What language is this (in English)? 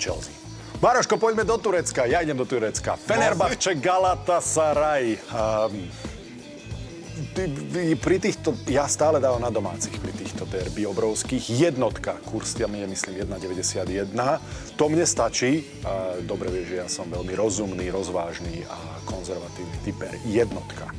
Slovak